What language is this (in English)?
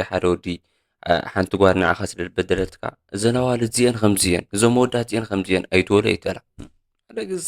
Tigrinya